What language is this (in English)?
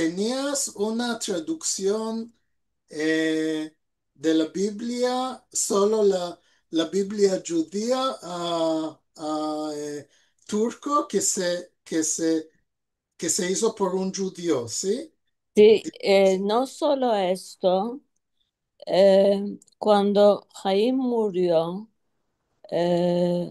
Ladino